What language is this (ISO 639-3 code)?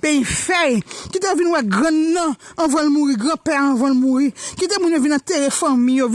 hat